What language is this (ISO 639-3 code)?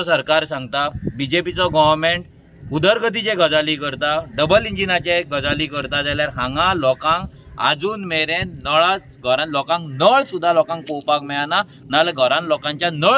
kok